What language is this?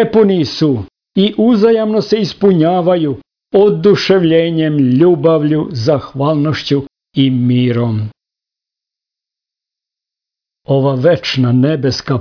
Serbian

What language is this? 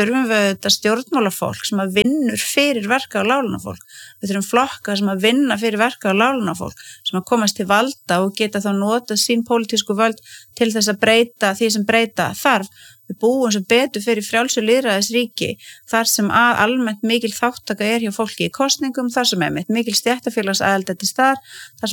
Icelandic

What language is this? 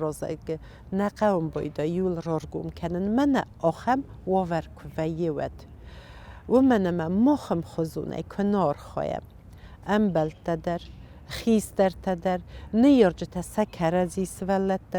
Ossetic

